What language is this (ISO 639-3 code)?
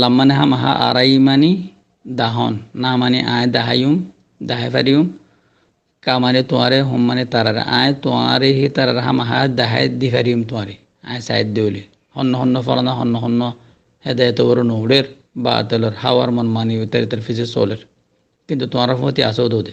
rhg